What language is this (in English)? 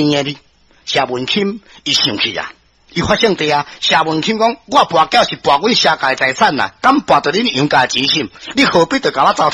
Min Nan Chinese